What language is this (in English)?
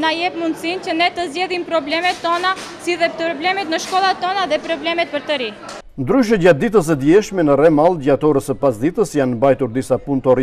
Albanian